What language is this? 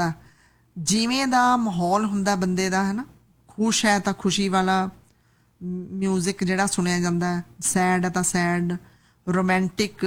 Punjabi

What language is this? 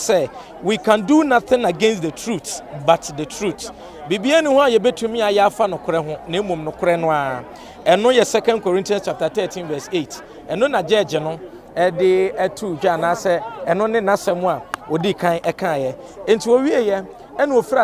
Akan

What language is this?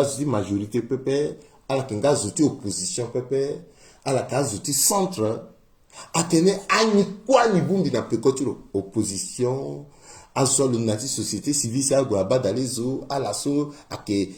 Sango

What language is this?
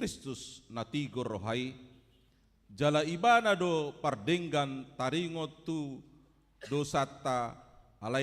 Batak Toba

